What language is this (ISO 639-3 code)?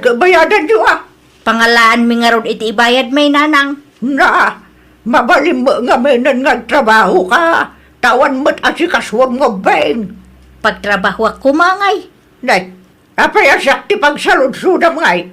ilo